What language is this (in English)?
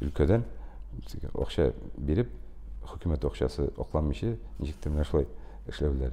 Tatar